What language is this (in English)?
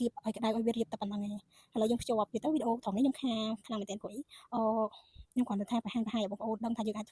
Khmer